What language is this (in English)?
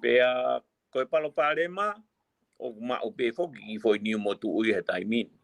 Tongan